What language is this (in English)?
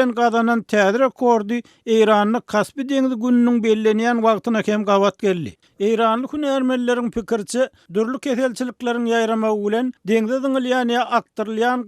Turkmen